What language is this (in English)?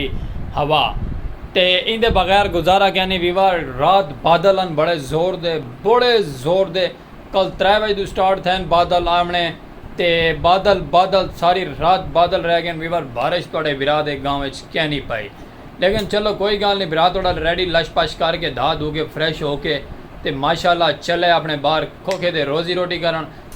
Saraiki